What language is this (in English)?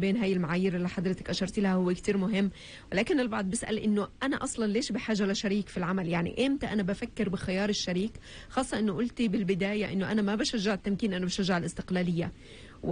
North Levantine Arabic